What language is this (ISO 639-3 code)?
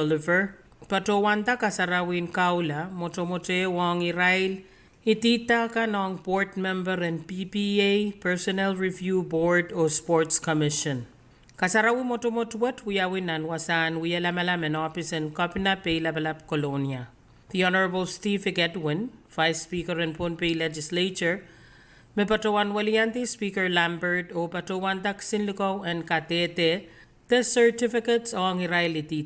pon